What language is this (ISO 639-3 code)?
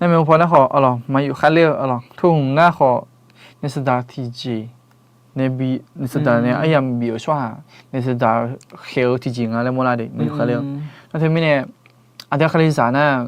ahk